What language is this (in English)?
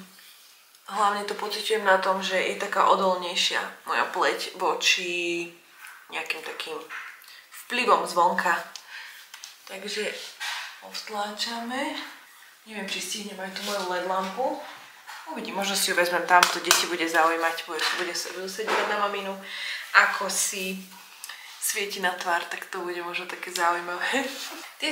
Slovak